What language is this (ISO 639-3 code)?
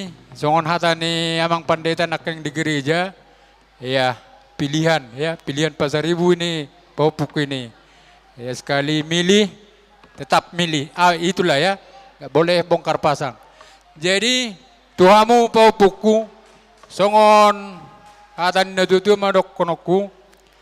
bbc